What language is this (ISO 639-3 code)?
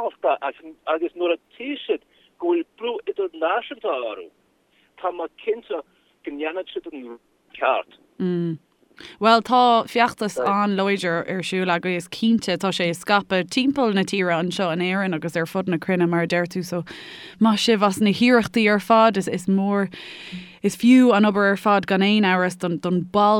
gle